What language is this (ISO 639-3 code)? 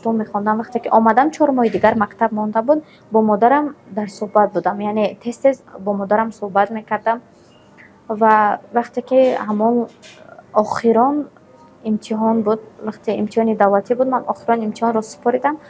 tgk